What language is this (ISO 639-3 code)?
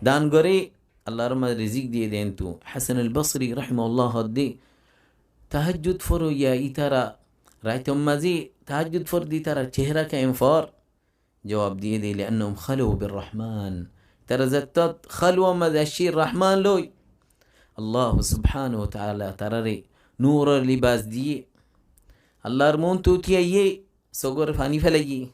rhg